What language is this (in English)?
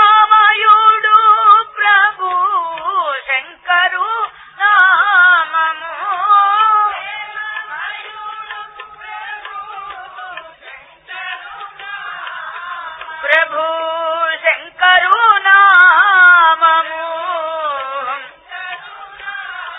Telugu